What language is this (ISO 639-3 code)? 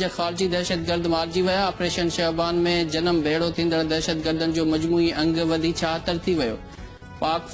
snd